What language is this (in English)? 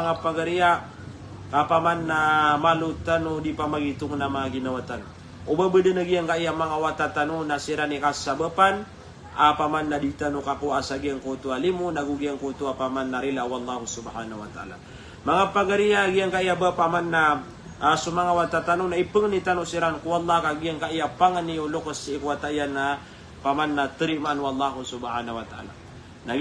Maranao